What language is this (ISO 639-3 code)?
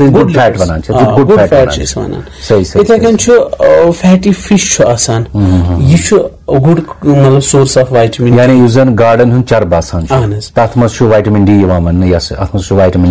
kas